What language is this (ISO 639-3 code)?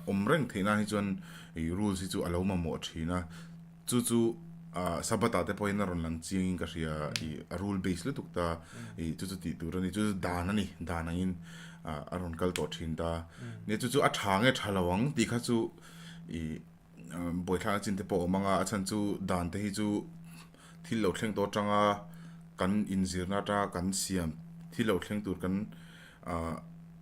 lus